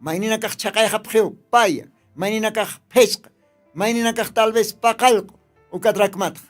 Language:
Aymara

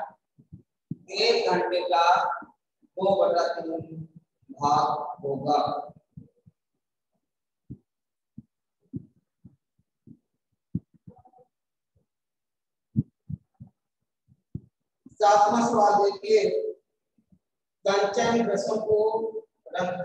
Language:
Hindi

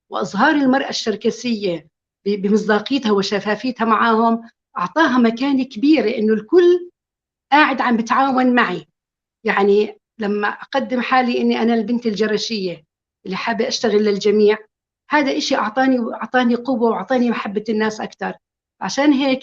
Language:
North Levantine Arabic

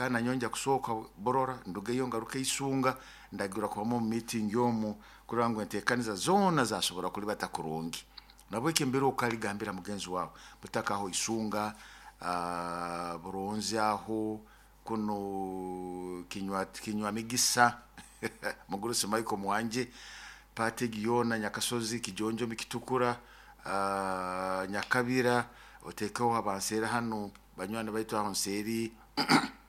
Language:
Nyoro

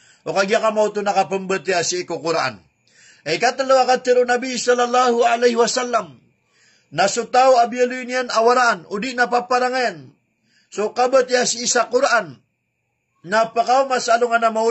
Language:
Maranao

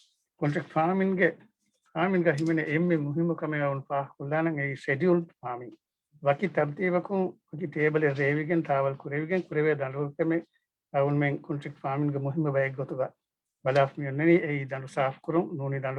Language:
Divehi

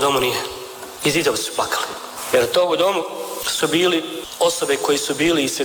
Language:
Croatian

